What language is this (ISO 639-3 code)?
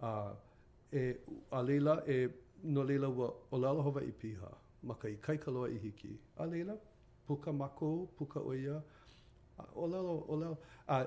haw